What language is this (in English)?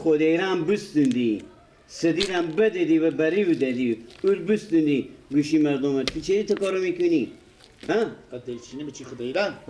Persian